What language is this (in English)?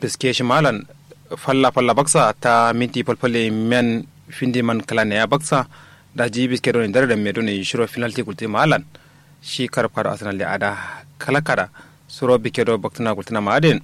Kanuri